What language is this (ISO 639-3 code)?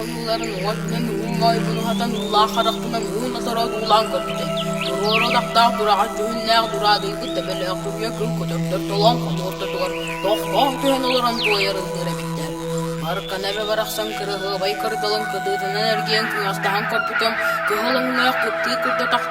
sah